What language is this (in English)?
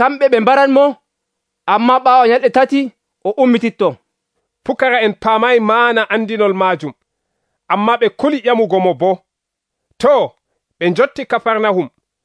Nigerian Fulfulde